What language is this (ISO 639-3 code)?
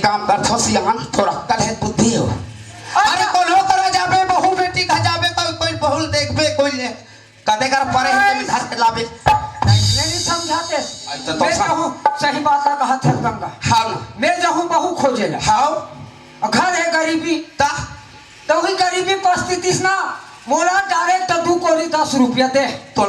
hne